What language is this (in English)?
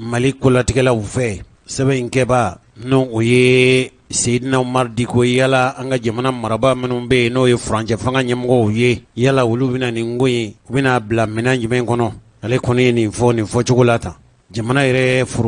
Bambara